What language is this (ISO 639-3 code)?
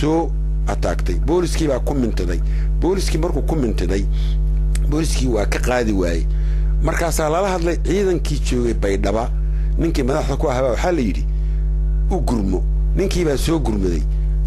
som